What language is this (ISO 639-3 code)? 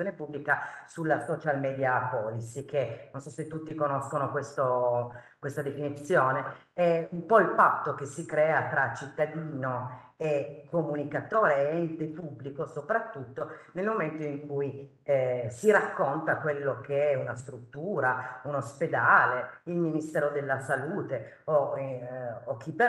ita